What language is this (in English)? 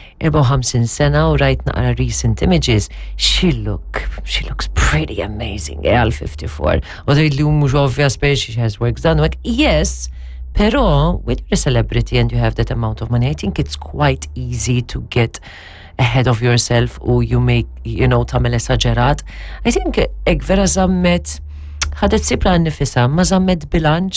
Maltese